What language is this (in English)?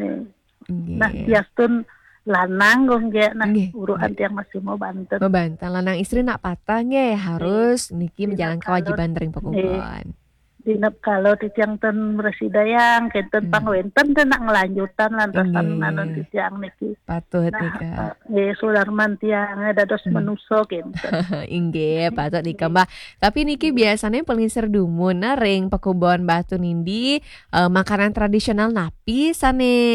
Balinese